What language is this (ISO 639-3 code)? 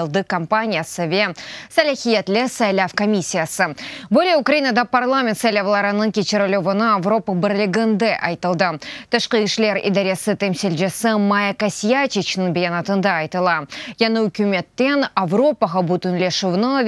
crh